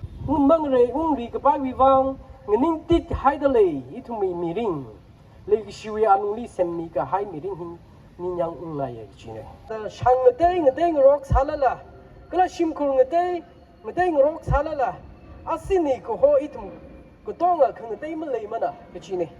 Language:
Tangkhul Naga (India)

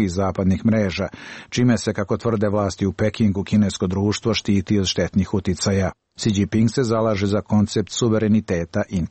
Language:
Serbian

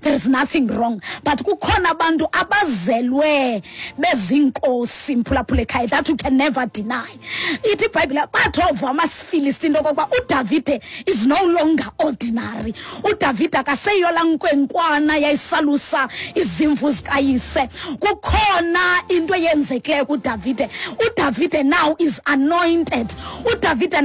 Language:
Xhosa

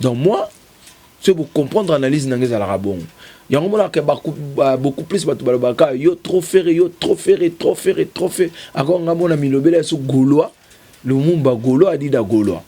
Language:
Lingala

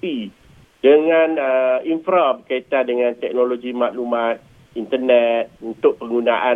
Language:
Malay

